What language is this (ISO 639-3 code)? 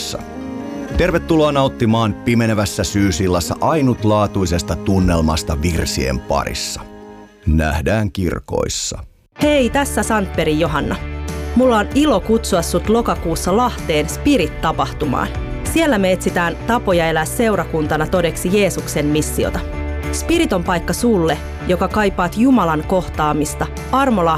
fin